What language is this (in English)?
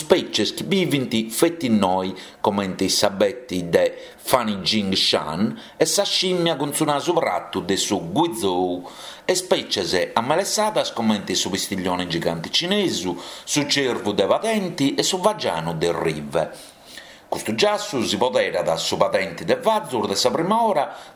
Sardinian